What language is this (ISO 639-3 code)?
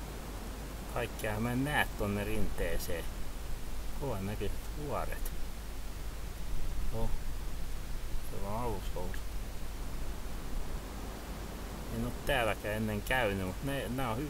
fin